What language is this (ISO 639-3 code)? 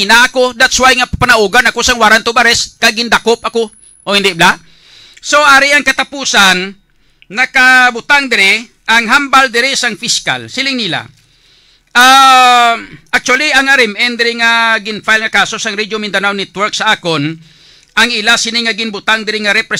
hil